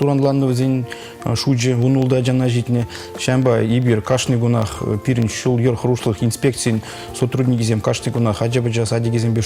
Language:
Chuvash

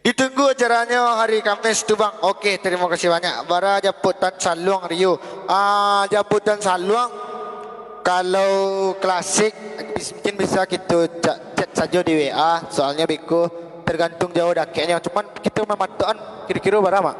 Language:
Minangkabau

